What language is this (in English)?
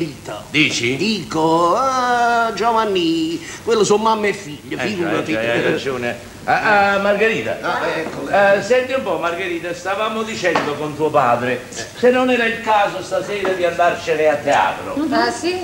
Italian